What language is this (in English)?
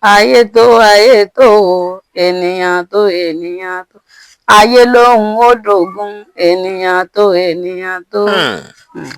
Yoruba